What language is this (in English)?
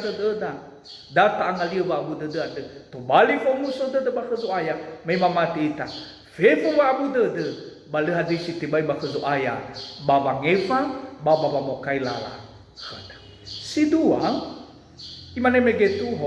Nias